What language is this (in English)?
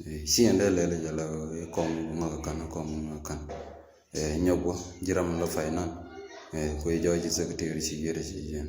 Nuer